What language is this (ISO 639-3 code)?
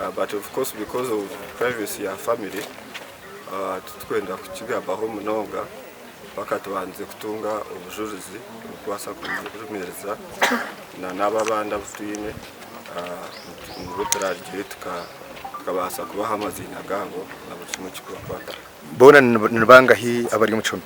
nyn